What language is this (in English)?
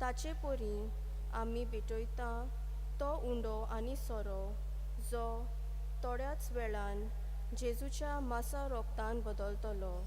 Konkani